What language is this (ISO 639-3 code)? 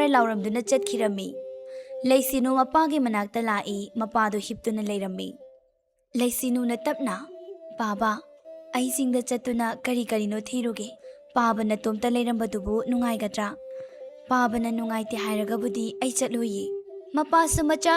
mni